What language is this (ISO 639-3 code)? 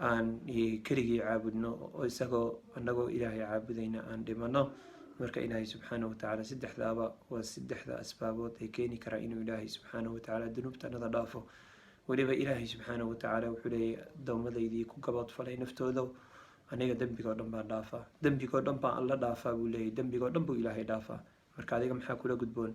som